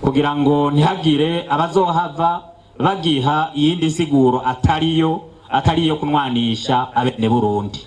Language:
Rundi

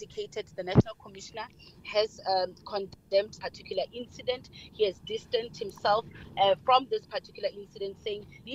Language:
English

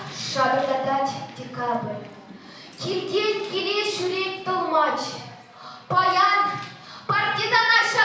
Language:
Chuvash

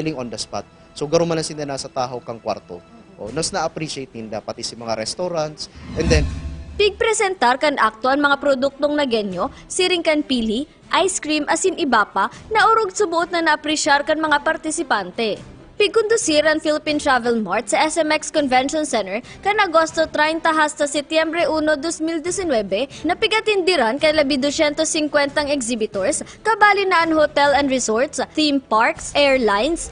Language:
Bikol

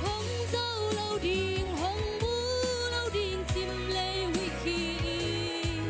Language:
Tedim Chin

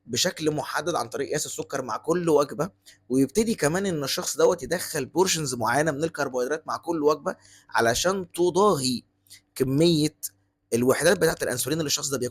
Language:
Egyptian Arabic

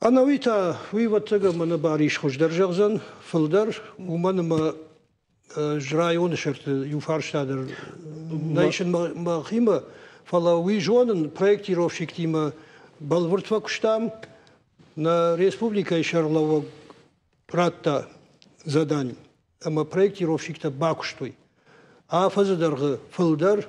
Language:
Ossetic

